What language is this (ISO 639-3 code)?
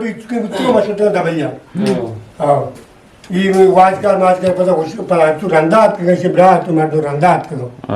bgp